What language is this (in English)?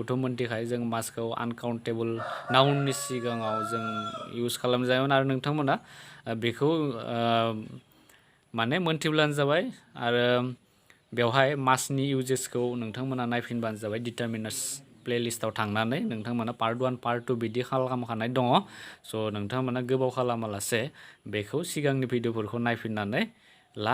Bodo